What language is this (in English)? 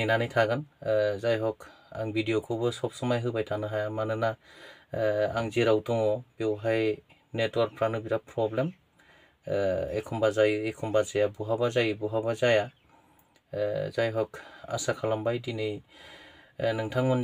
Bodo